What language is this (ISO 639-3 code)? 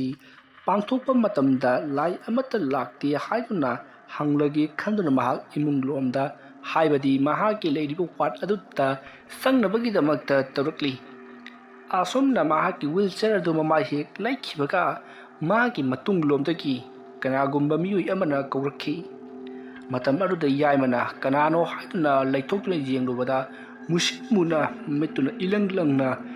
mni